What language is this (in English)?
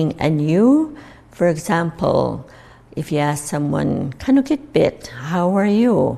Inuktitut